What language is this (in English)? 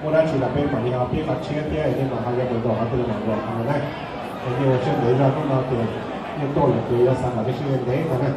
Hmong